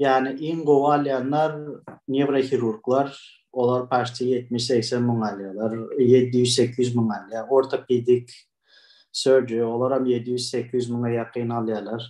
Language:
Turkmen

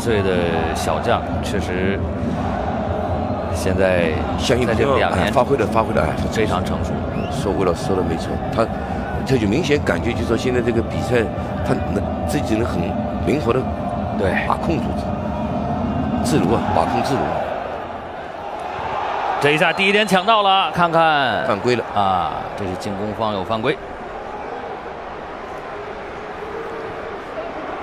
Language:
Chinese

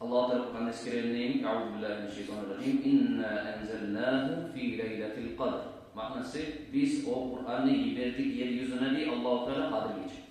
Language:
Kumyk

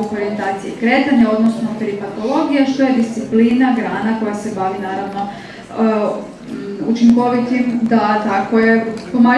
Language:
Croatian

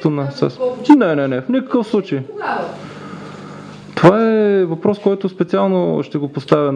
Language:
Bulgarian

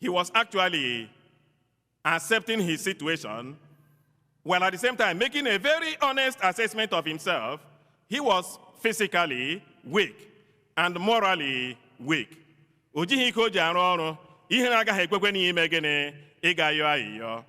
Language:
Igbo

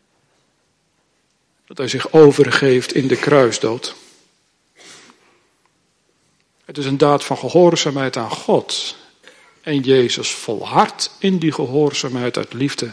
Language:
Dutch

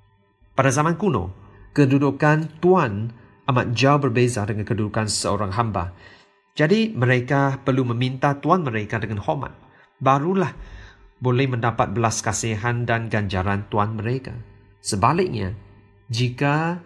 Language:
Malay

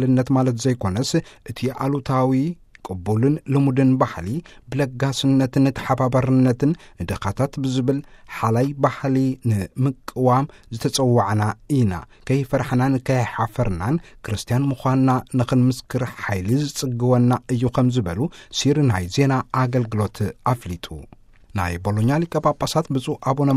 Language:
Tigrinya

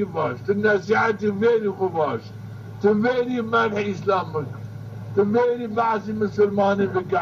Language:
Zaza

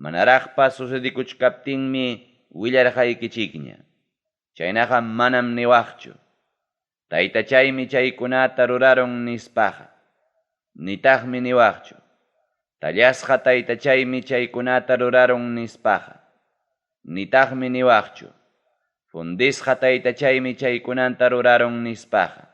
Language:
Ayacucho Quechua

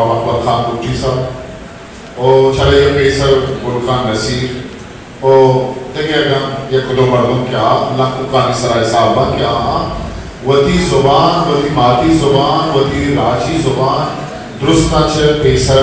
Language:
Eastern Balochi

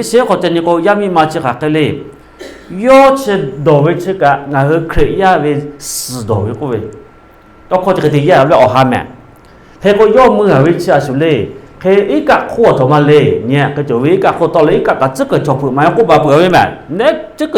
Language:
Lahu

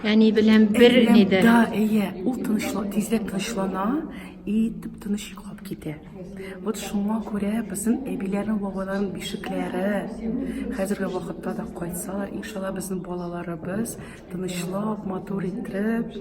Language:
Tatar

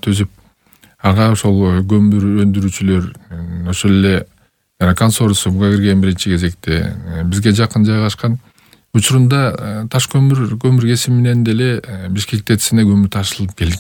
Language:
Kyrgyz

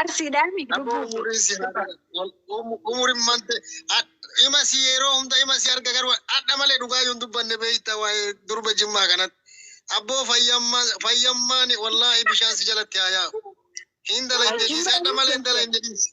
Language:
Oromo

